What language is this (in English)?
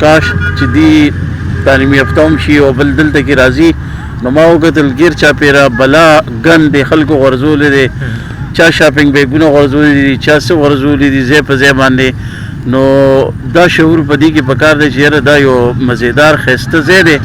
Pashto